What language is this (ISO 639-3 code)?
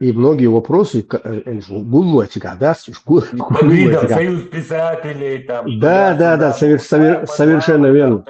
che